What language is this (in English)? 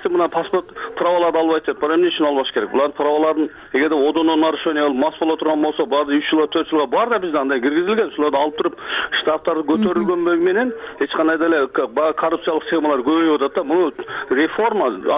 Kyrgyz